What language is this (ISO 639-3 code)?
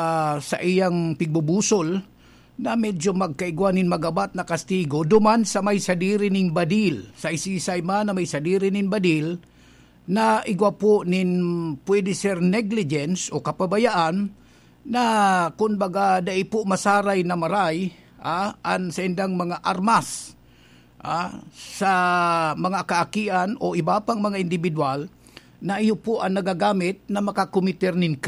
bik